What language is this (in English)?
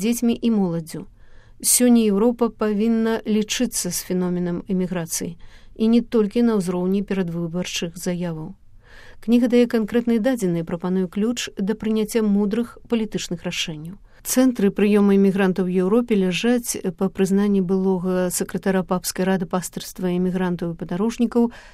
Belarusian